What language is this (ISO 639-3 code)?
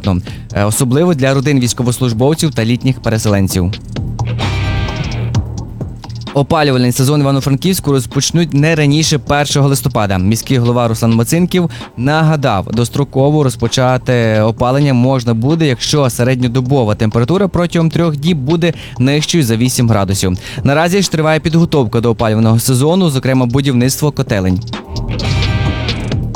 ukr